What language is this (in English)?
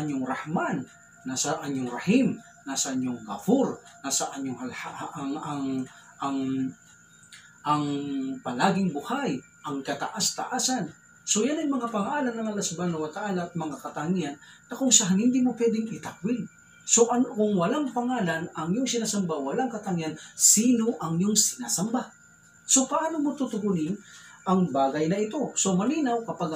Filipino